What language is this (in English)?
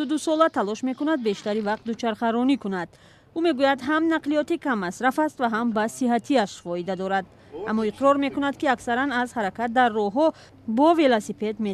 Tajik